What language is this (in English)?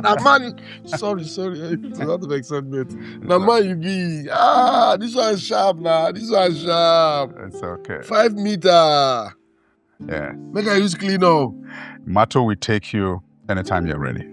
Nigerian Pidgin